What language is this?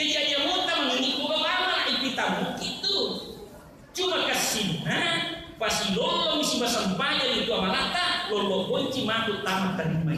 Buginese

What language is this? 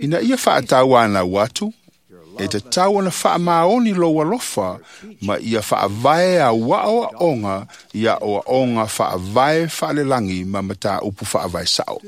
Samoan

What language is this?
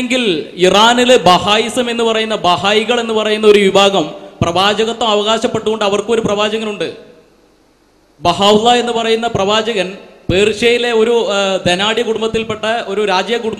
Malayalam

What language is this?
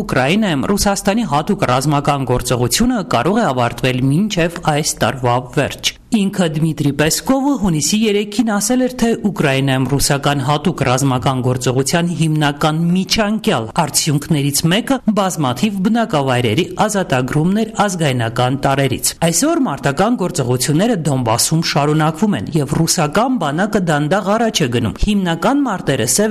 Armenian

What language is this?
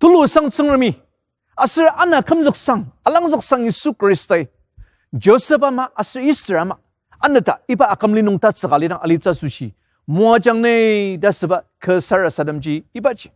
Ao Naga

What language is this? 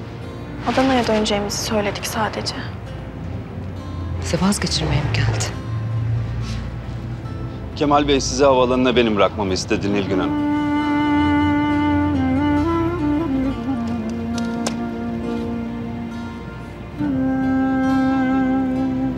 Turkish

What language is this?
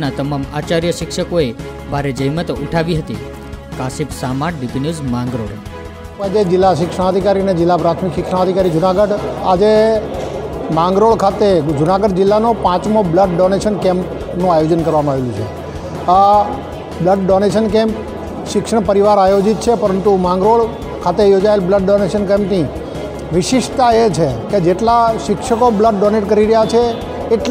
Gujarati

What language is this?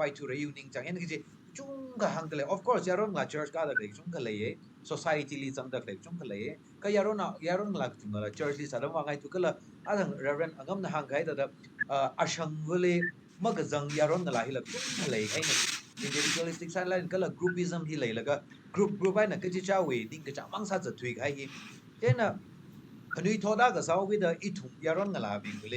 Tangkhul Naga (India)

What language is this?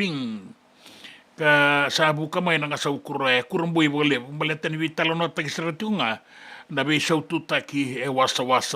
Fijian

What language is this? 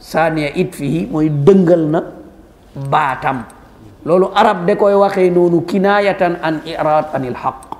Wolof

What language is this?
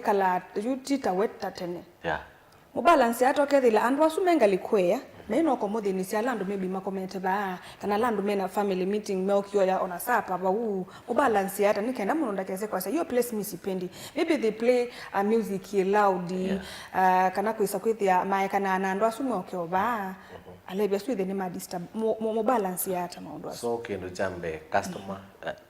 Kamba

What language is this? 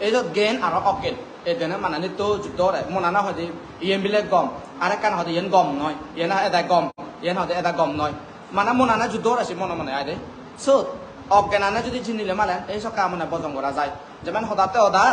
Chakma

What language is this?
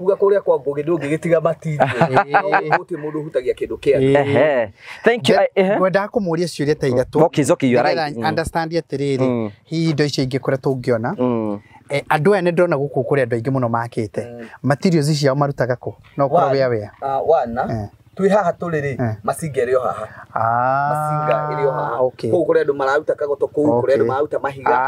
Kikuyu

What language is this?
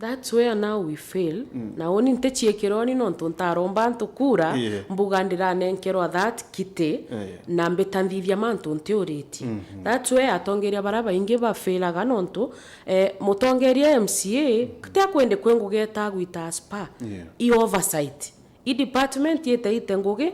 Meru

